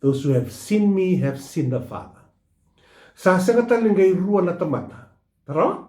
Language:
Fijian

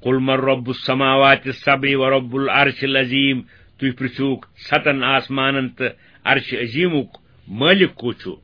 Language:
Kashmiri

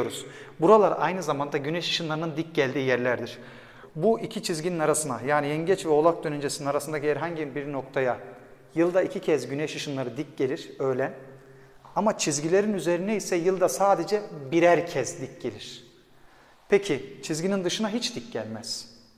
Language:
Turkish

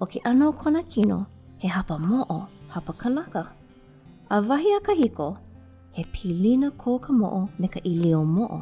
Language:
Hawaiian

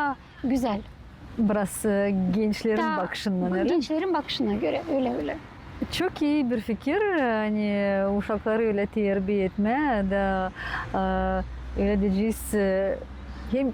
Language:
Gagauz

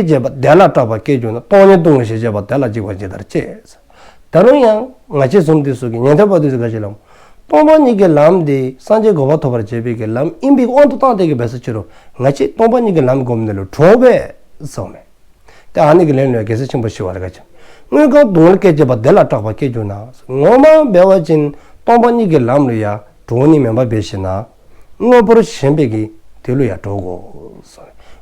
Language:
Dzongkha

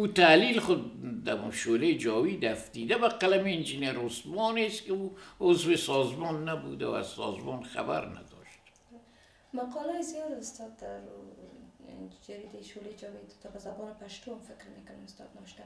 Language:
Persian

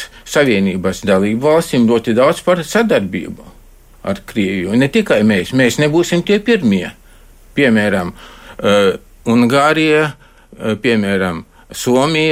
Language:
Latvian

